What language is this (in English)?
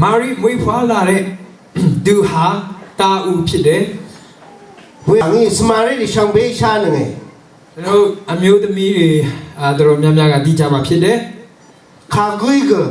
Rawang